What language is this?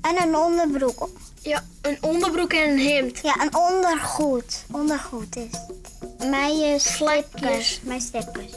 Western Frisian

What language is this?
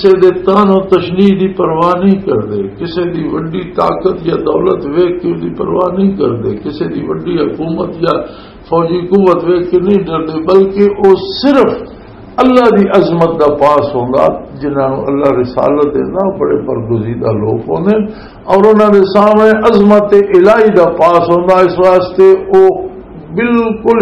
Western Panjabi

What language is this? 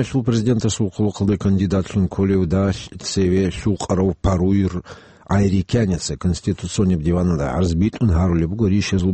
Avaric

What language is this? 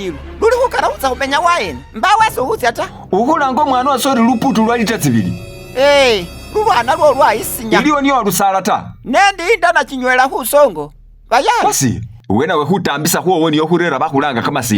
Masaaba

